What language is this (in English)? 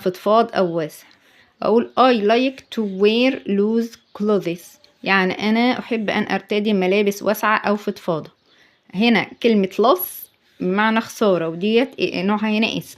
Egyptian Arabic